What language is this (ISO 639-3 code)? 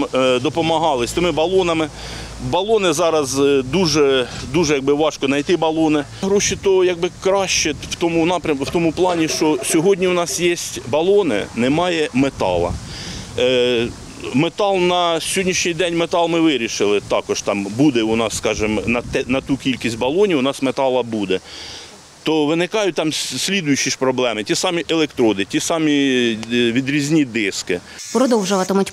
ukr